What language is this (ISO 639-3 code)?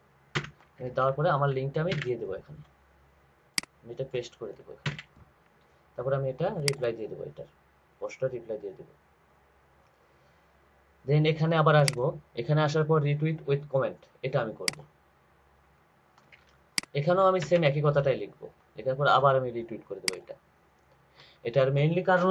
ben